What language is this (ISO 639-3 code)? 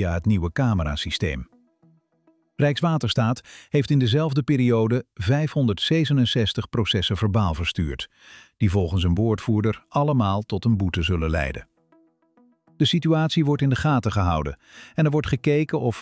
nld